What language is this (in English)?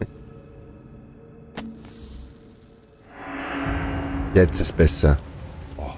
Bavarian